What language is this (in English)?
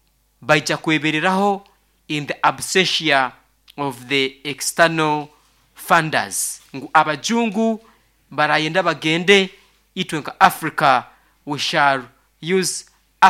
Nyoro